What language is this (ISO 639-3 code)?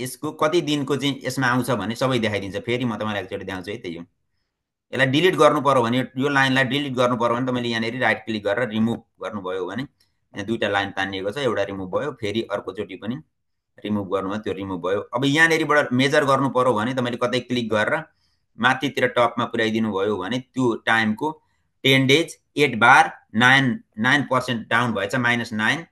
nep